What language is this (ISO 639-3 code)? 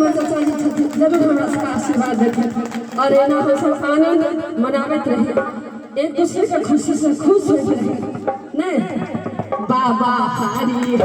mai